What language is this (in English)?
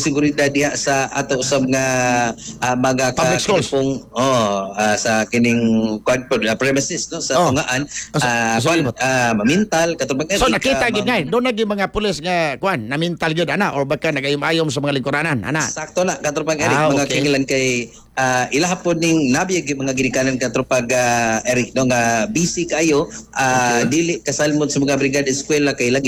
Cebuano